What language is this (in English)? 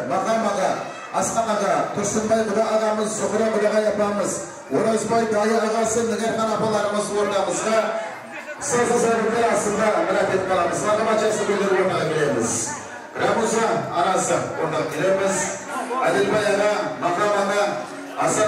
Kara-Kalpak